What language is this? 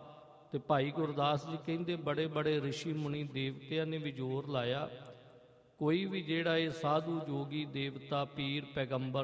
Punjabi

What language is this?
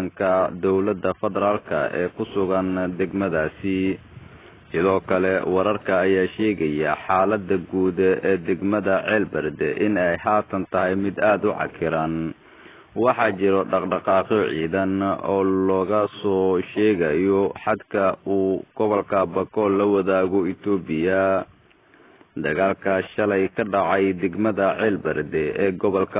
Somali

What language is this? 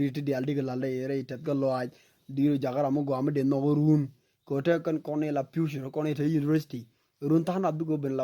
Nuer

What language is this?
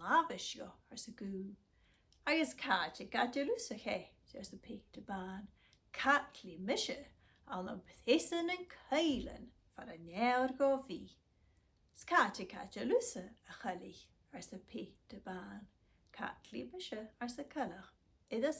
Scottish Gaelic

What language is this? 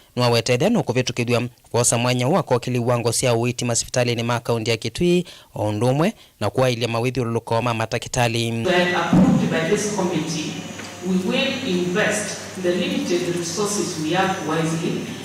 Kamba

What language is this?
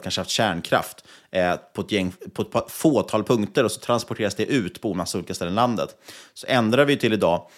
Swedish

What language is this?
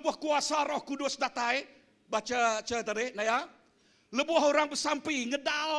Iban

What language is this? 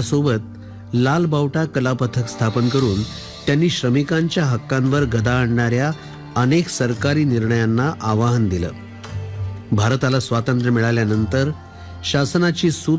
Marathi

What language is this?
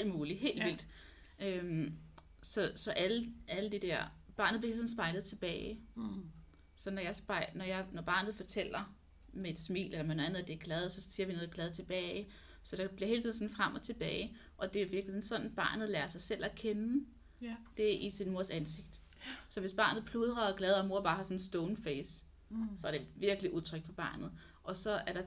Danish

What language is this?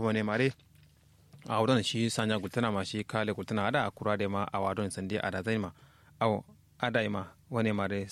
Kanuri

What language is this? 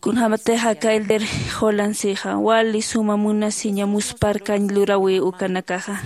Aymara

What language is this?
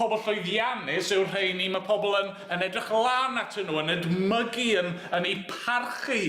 Welsh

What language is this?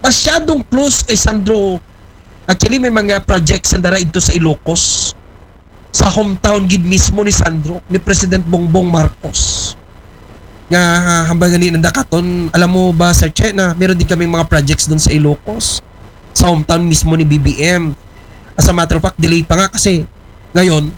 Aklanon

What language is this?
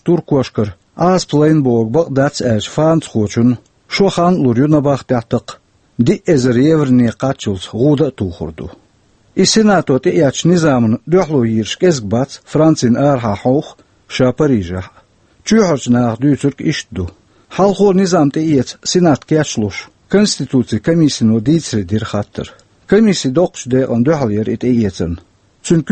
Chechen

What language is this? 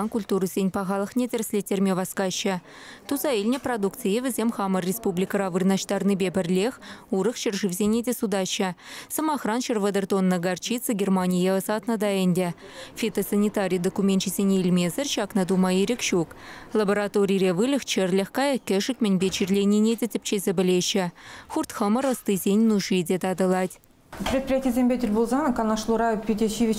Chuvash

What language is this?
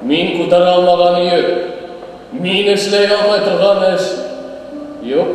Bashkir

